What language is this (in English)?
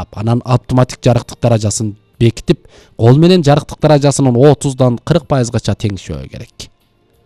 Kyrgyz